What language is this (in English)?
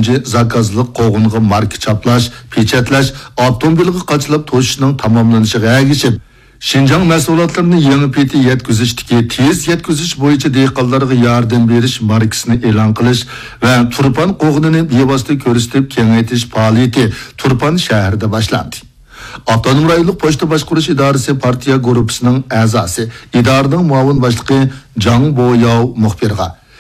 Uyghur